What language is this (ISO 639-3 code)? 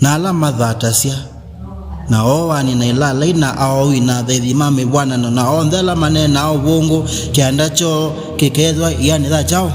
kam